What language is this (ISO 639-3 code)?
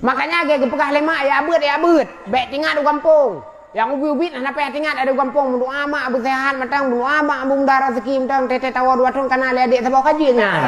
ace